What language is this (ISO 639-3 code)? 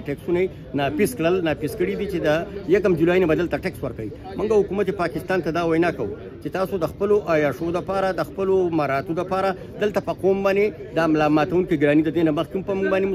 pus